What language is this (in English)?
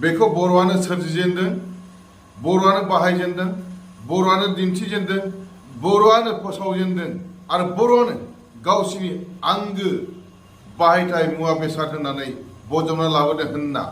Bodo